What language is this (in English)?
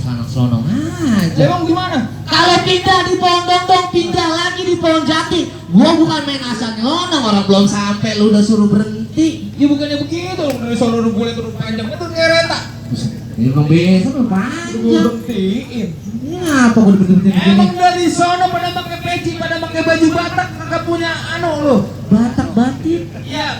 Betawi